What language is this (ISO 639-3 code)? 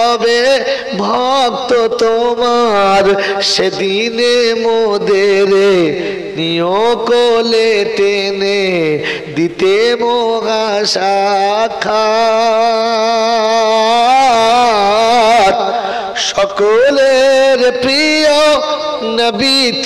ben